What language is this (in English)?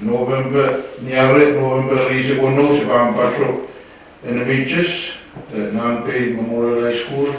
Pohnpeian